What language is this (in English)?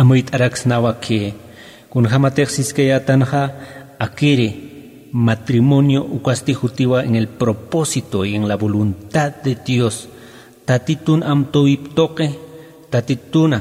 Aymara